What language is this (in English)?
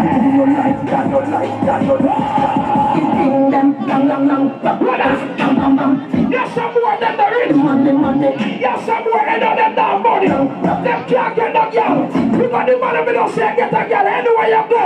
Jamaican Creole English